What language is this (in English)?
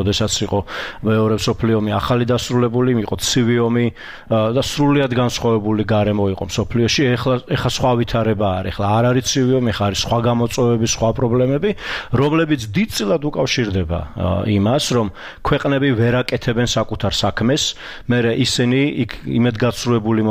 Georgian